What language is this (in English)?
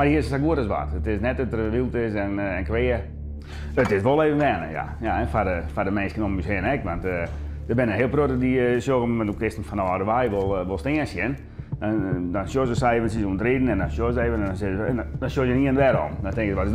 Western Frisian